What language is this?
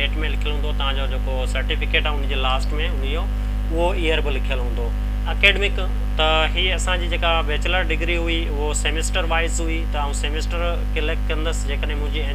Sindhi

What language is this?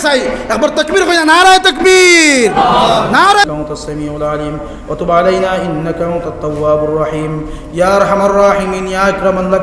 Sylheti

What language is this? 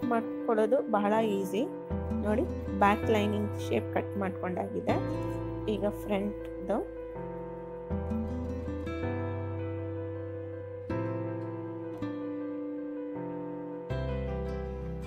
Kannada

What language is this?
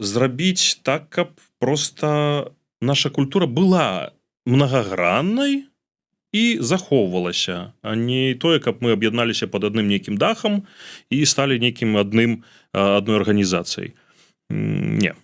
Belarusian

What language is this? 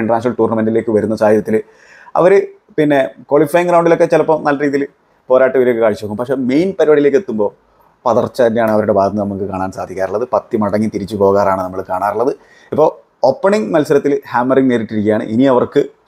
Malayalam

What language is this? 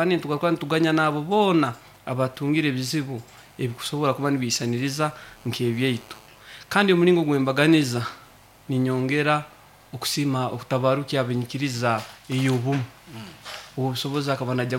Nyoro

